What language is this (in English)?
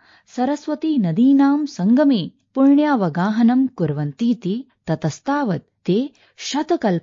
Sanskrit